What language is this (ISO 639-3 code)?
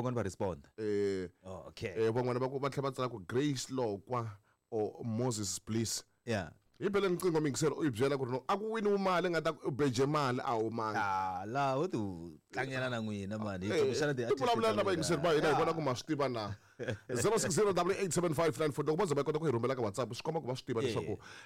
tso